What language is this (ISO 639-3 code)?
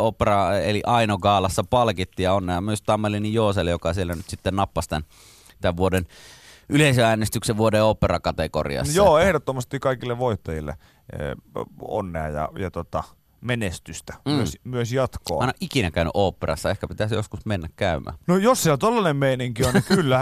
fin